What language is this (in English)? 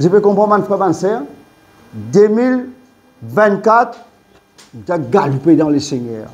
Morisyen